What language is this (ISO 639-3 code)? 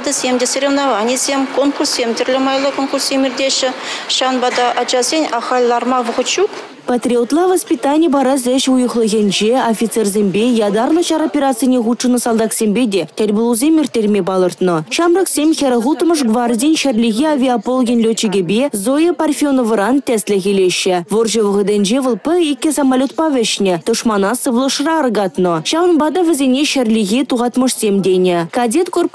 chv